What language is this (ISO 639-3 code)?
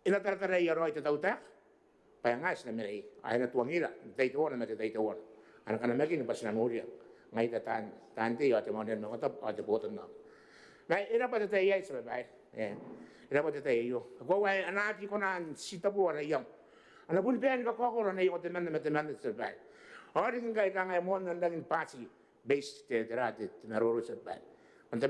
gil